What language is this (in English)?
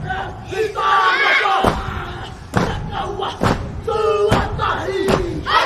Māori